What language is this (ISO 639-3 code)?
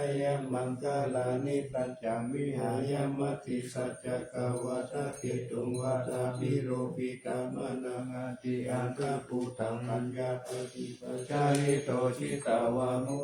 pli